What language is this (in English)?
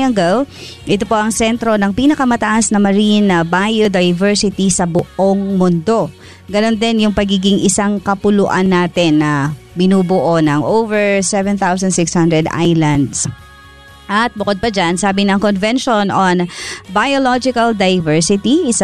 Filipino